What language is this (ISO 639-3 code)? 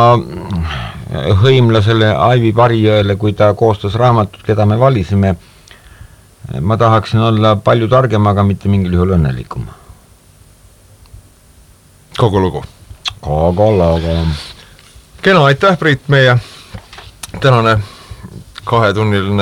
est